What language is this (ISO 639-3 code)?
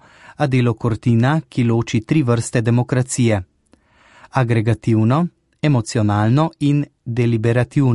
slv